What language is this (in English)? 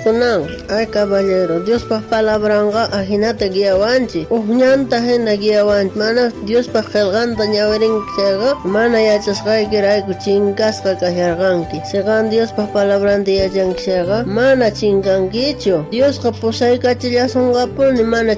South Bolivian Quechua